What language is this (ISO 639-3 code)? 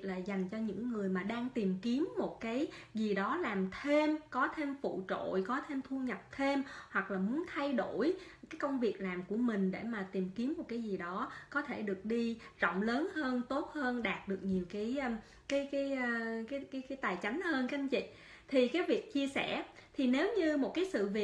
vie